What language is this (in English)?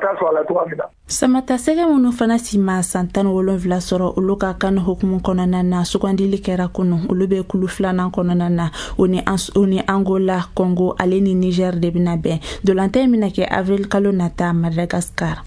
Bambara